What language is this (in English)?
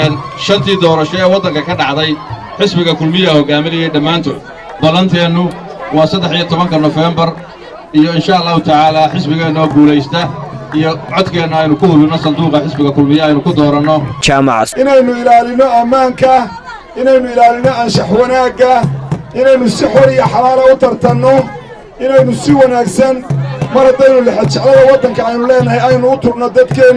Somali